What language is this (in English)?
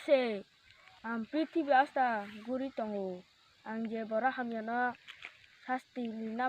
Kok Borok